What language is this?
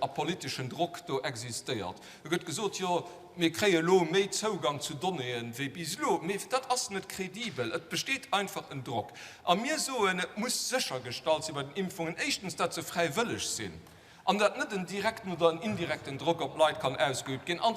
Luxembourgish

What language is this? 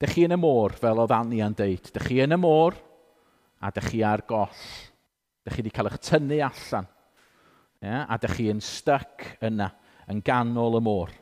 Welsh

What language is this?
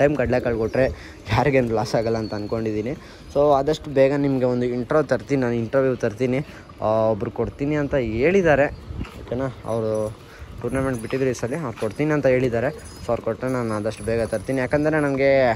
Kannada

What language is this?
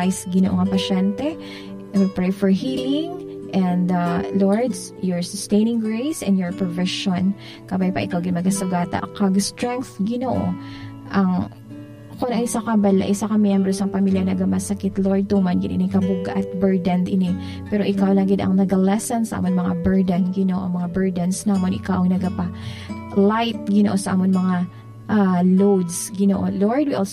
Hiligaynon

